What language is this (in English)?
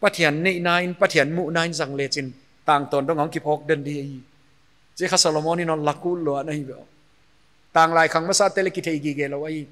Paite Chin